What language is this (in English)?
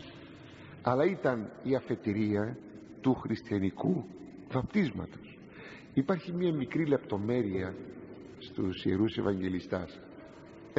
Greek